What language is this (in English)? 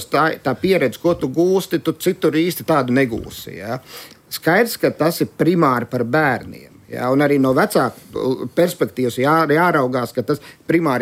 Latvian